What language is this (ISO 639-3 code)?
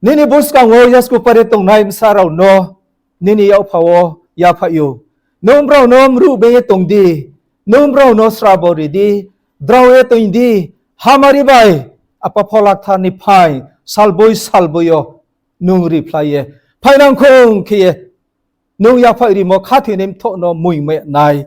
ria